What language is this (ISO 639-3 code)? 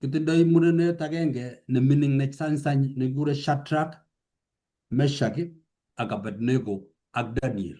kln